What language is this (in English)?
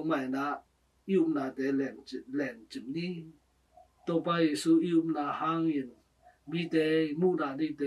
Tedim Chin